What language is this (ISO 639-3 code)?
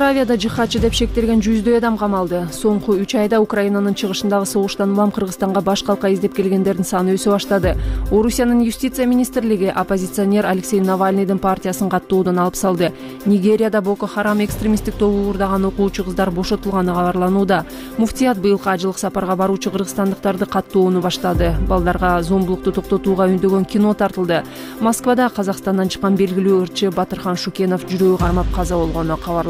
kir